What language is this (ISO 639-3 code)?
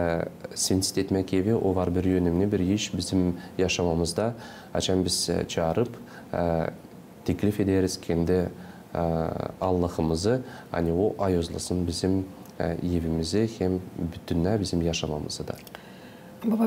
gag